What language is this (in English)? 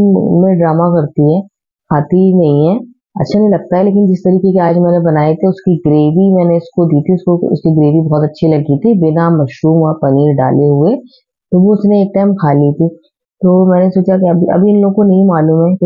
Hindi